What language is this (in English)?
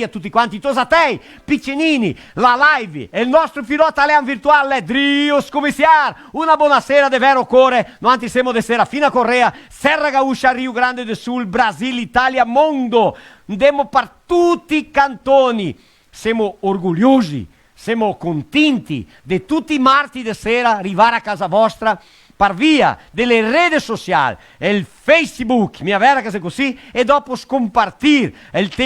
Venetian